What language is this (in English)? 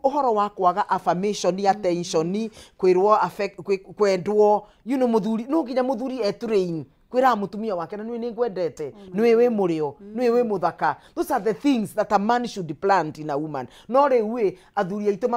Kikuyu